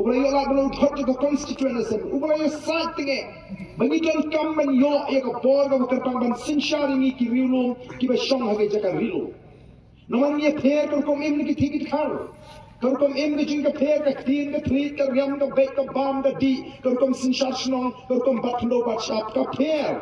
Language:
Khasi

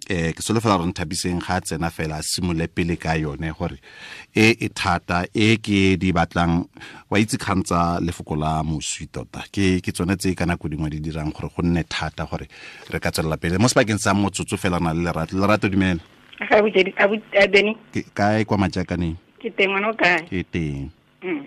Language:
Tswana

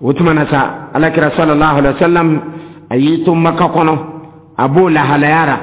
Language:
Dyula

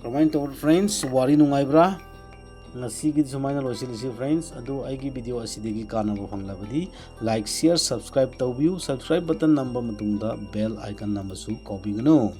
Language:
Manipuri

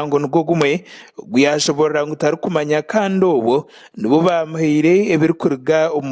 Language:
Nyankole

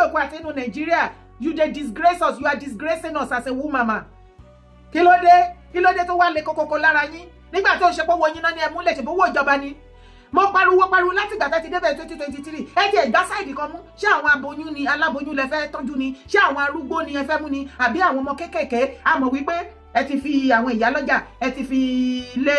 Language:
Yoruba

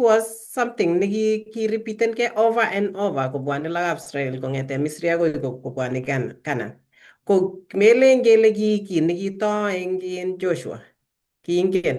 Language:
Kalenjin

